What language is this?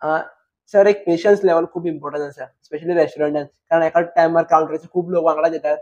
Konkani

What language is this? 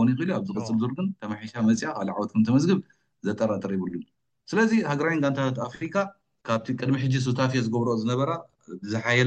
Tigrinya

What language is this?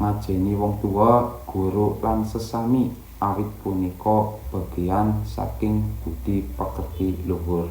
Javanese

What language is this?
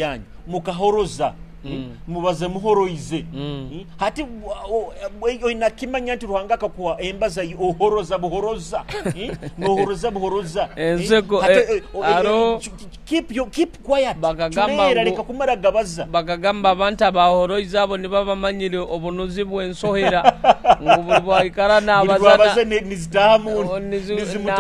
Nyoro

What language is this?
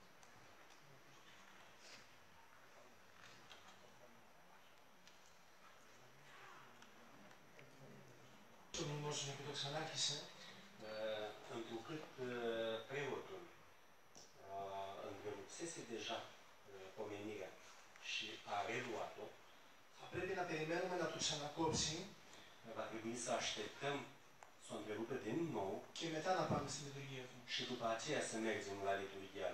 Romanian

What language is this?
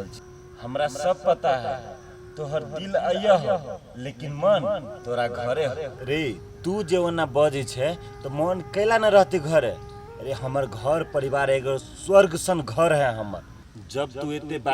Maithili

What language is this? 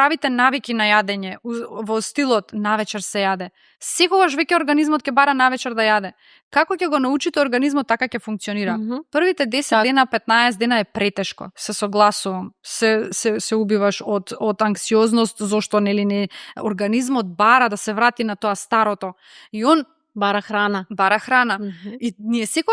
Macedonian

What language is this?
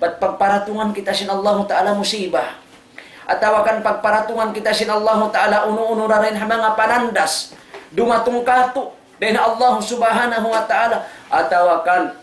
Tausug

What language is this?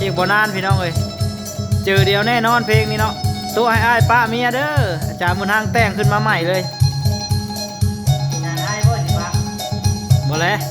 Lao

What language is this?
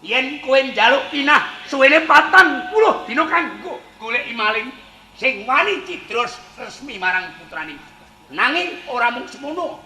Javanese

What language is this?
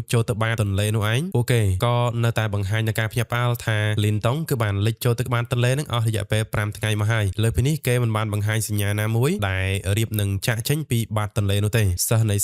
Khmer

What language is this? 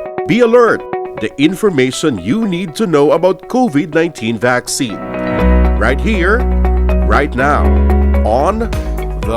Hiligaynon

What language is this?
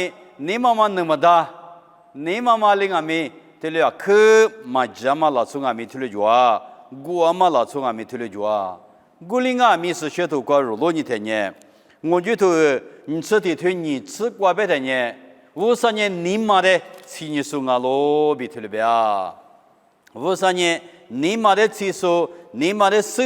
Lisu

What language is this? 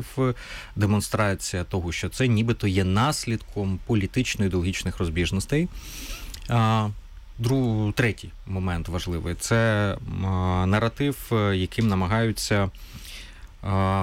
Ukrainian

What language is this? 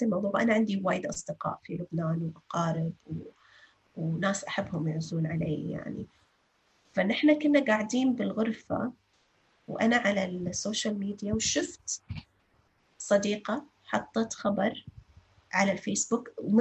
North Levantine Arabic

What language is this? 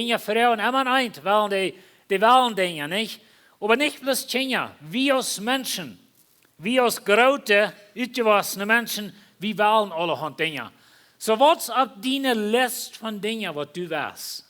Plautdietsch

